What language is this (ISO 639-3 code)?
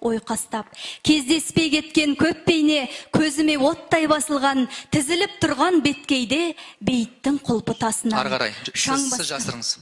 kaz